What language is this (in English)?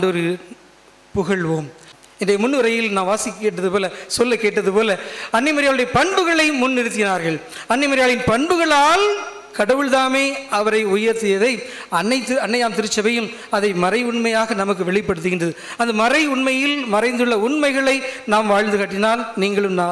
Tamil